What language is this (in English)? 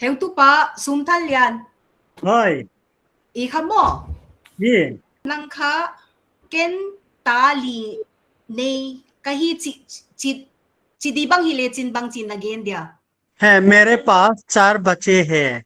Paite Chin